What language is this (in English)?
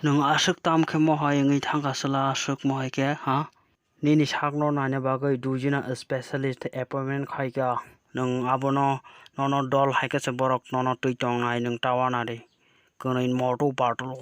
Kok Borok